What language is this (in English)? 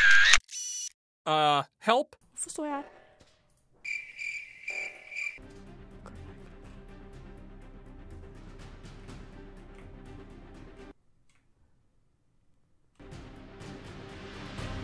Norwegian